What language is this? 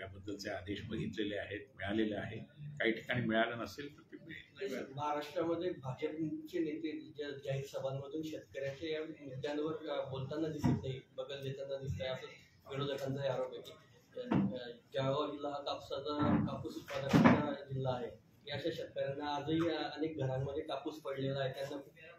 Marathi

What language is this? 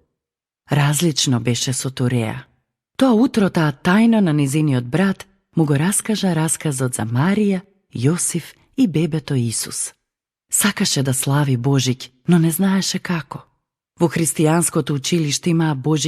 Macedonian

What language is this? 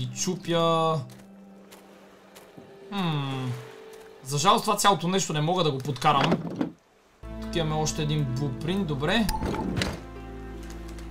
Bulgarian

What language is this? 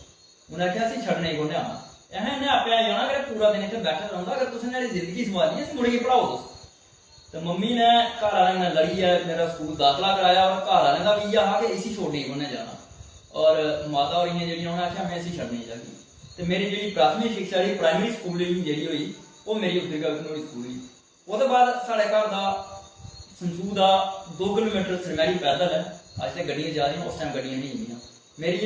Dogri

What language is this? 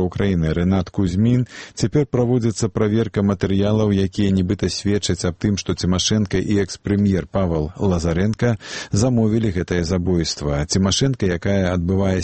Belarusian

